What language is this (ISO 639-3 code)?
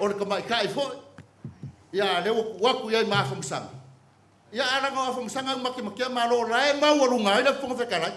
smo